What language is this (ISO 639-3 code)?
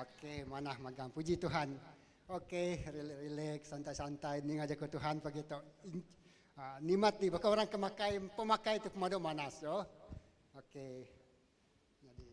iba